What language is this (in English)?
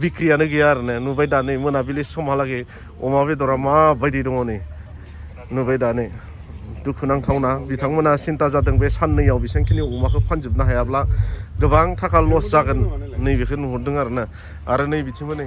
Bodo